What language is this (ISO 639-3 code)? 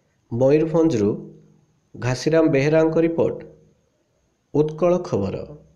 ori